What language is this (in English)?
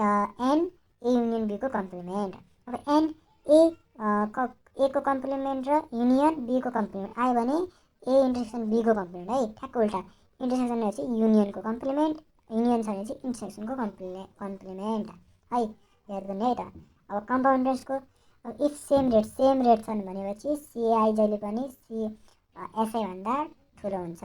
Nepali